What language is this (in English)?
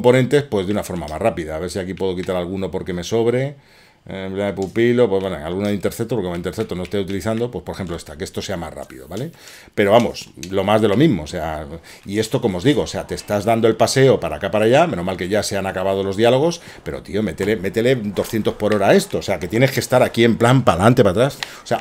Spanish